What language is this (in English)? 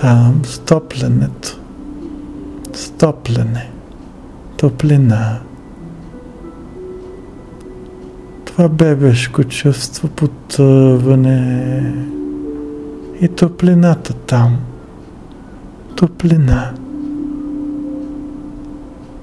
Bulgarian